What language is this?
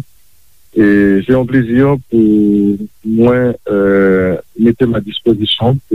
Haitian Creole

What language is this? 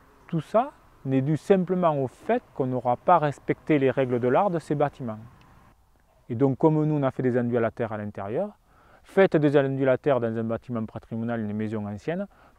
French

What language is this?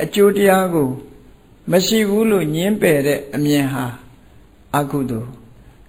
Burmese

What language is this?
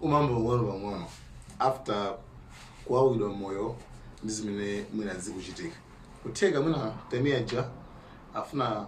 Nyanja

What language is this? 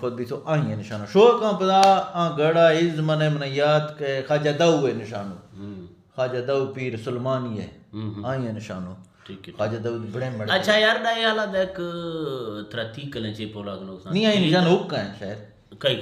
Eastern Balochi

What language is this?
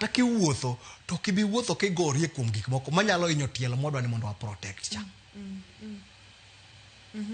Luo (Kenya and Tanzania)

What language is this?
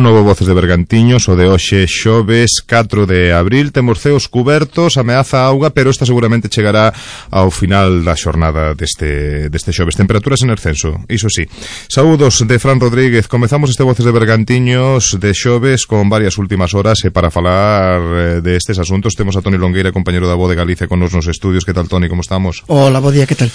Galician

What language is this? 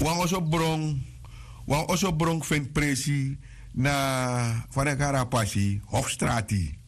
Sranan Tongo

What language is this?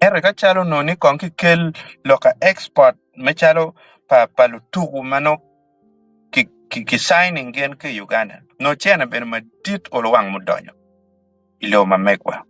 Acoli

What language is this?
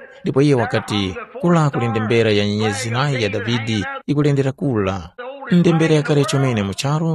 Tumbuka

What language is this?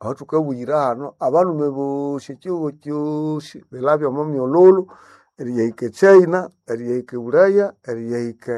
Nande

